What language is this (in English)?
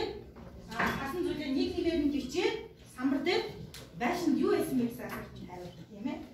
Mongolian